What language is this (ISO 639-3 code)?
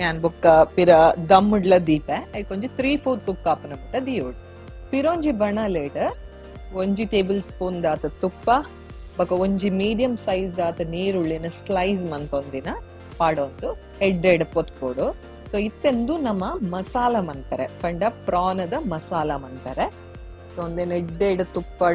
tcy